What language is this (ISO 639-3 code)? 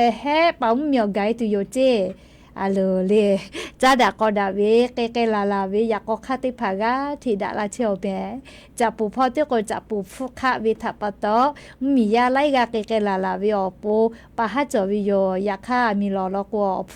lhu